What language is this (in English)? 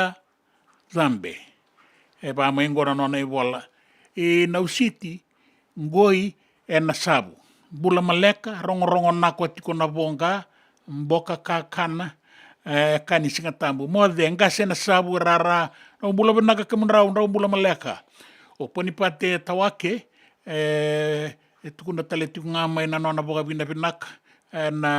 Fijian